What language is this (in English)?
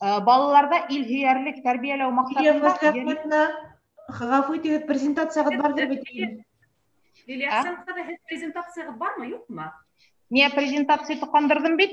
Bashkir